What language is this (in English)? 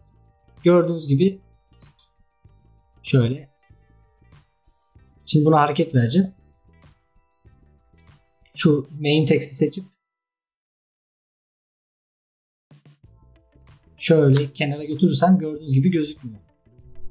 Turkish